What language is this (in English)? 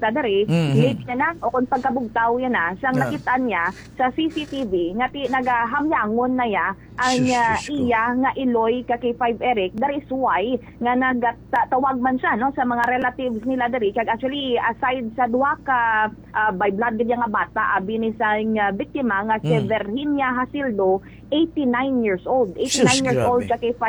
Hiligaynon